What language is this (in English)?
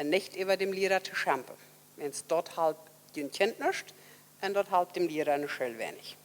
Plautdietsch